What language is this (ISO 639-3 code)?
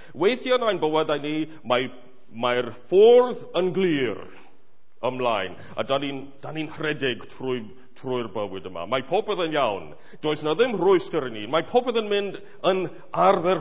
cym